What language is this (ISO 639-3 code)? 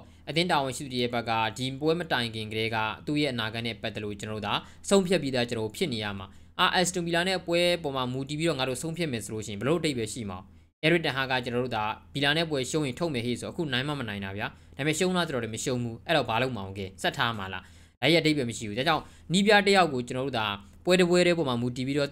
mya